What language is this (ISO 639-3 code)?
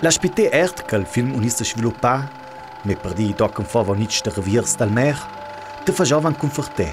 lld